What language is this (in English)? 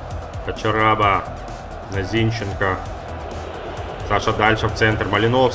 Russian